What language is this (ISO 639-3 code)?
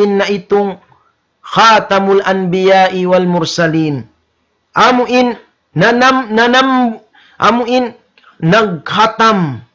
tsg